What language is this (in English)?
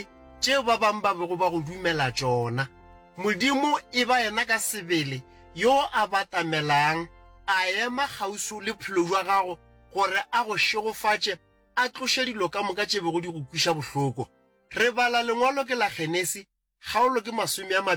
Northern Sotho